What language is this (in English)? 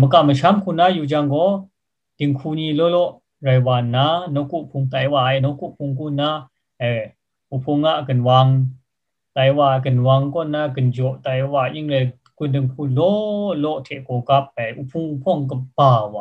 Kachin